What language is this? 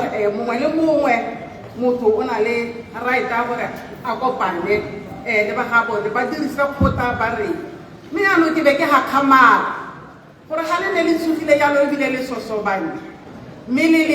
Tswana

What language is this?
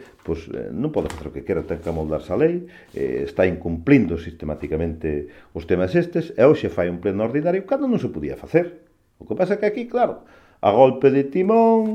Galician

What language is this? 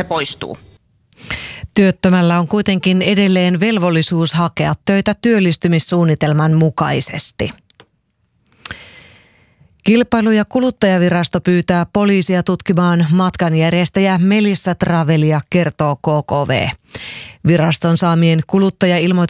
Finnish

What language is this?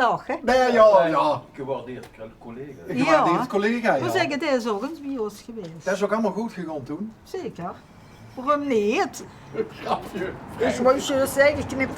Limburgish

